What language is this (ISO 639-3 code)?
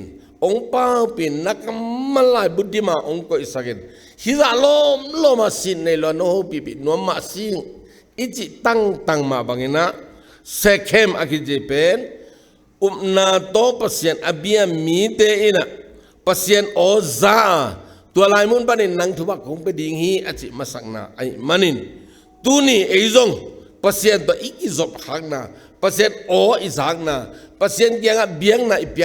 ctd